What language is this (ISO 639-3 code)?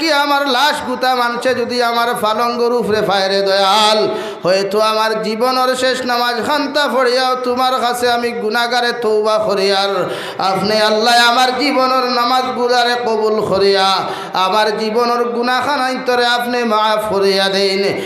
syl